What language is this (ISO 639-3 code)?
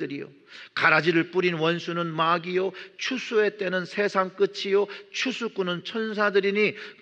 kor